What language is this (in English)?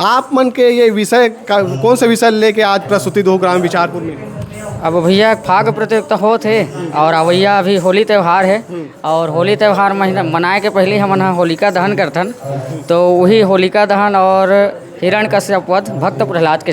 Chhattisgarhi